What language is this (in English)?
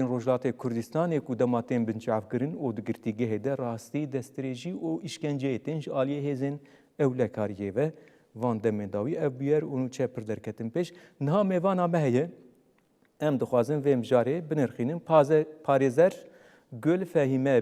Kurdish